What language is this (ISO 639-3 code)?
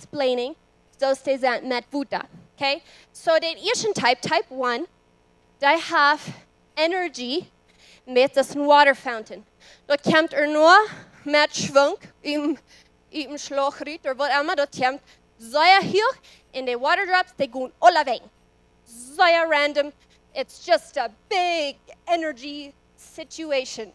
pdt